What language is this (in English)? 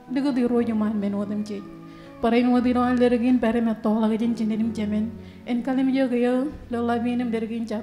Marshallese